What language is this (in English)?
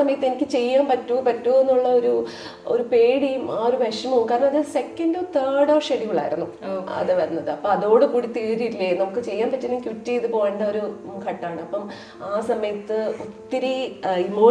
Malayalam